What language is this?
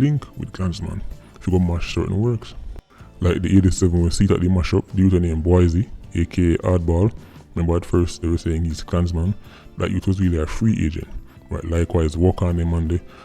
Jamaican Creole English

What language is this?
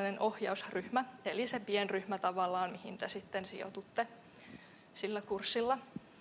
Finnish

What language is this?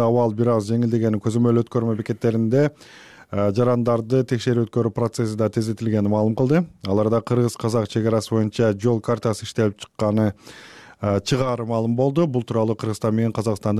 Kyrgyz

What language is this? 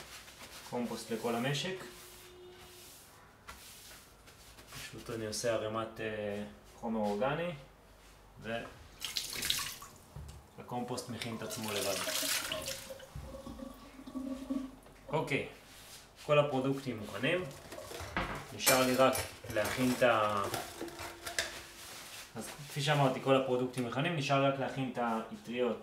Hebrew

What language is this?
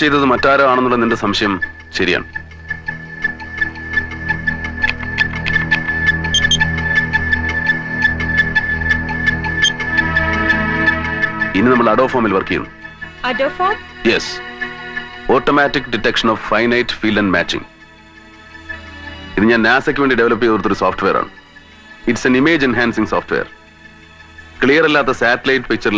Malayalam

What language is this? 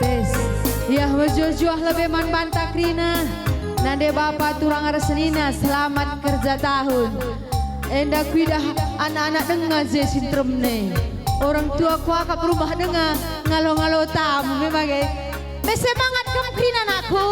Batak Karo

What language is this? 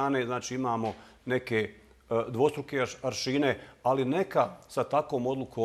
Bosnian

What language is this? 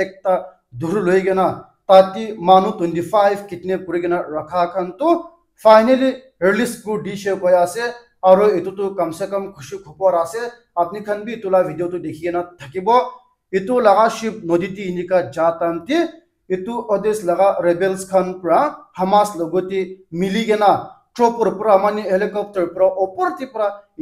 Naga Pidgin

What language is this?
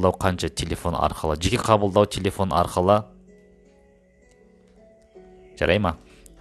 Kazakh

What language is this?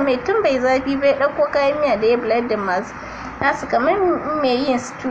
Hausa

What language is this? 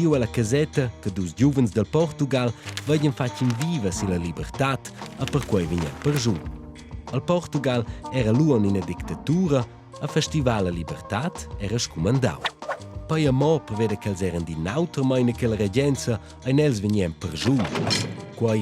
Romansh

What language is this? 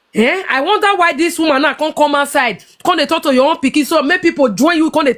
Nigerian Pidgin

